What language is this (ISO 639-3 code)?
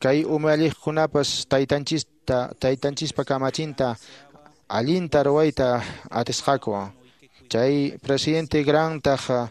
que